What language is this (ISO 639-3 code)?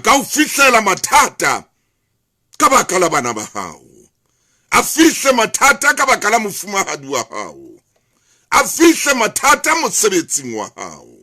sot